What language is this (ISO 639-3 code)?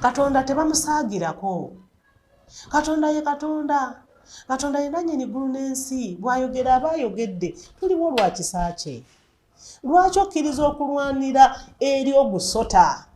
lug